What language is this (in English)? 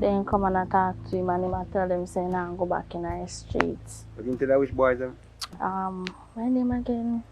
Jamaican Creole English